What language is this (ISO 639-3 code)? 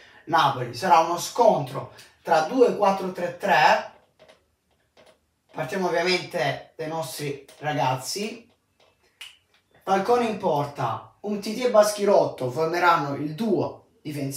ita